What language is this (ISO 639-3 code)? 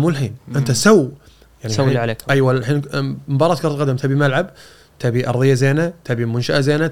afb